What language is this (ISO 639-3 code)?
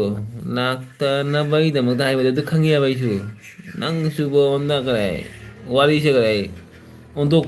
mni